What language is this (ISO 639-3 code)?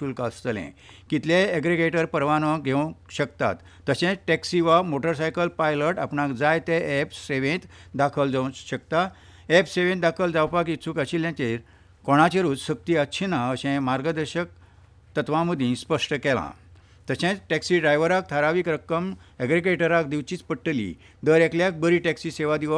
kok